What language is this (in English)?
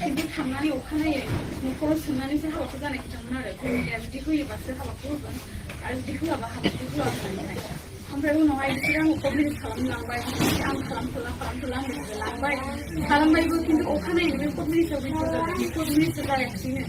Bodo